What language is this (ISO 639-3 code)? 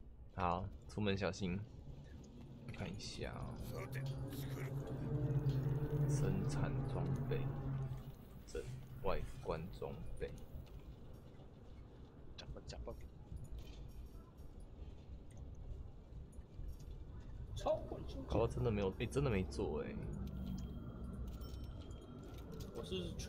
zho